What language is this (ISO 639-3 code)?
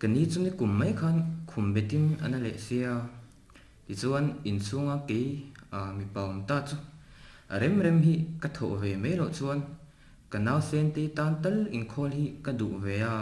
lus